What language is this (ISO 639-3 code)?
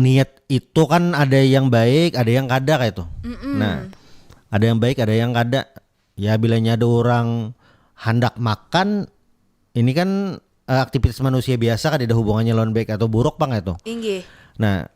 bjn